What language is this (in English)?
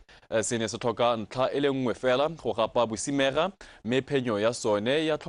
Tswana